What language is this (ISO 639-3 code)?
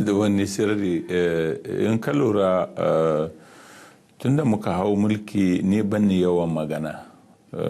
hau